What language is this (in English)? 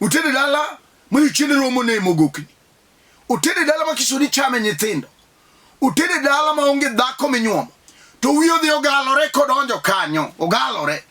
Luo (Kenya and Tanzania)